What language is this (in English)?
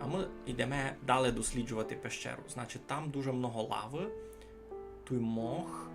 Rusyn